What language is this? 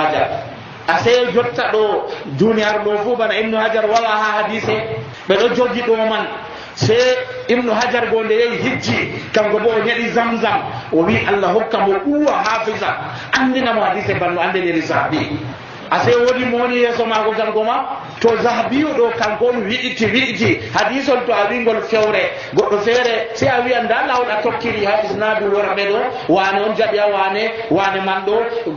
Nigerian Fulfulde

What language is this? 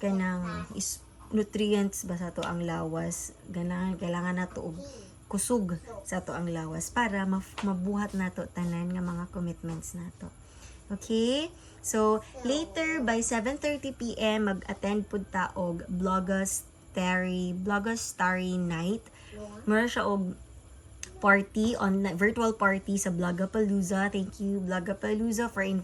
Cebuano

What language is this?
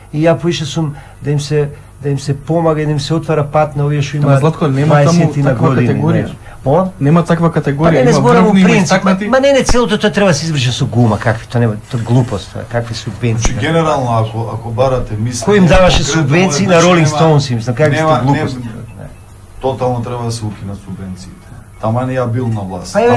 Macedonian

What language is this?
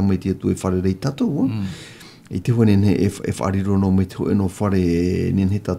Tahitian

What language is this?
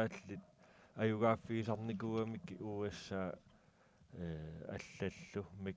Kalaallisut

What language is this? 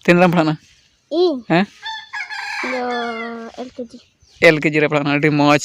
Santali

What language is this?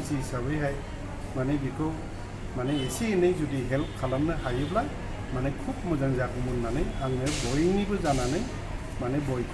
Bodo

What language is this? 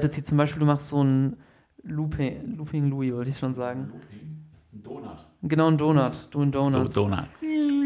German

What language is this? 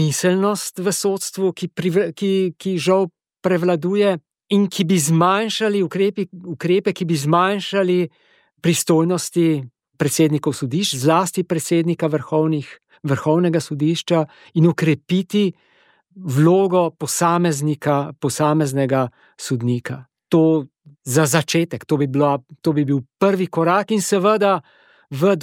Slovenian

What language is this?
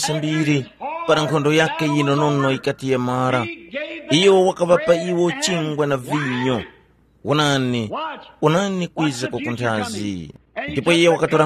Tumbuka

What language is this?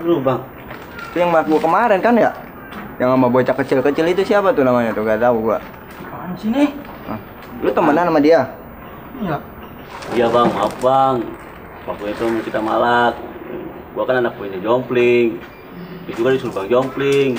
Betawi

